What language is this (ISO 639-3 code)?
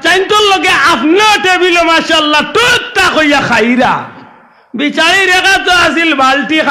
syl